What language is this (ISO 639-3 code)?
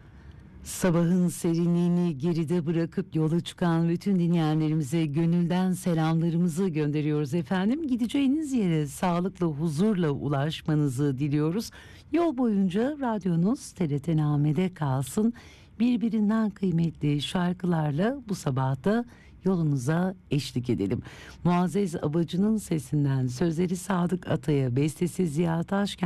tur